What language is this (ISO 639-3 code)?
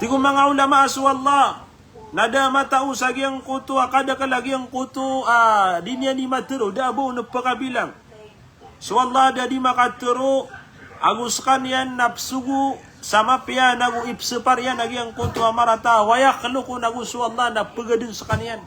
mrw